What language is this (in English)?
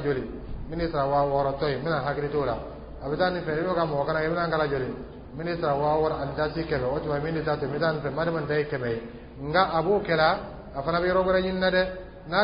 Dyula